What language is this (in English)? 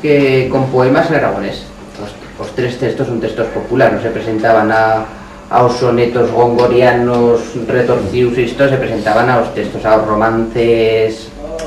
Aragonese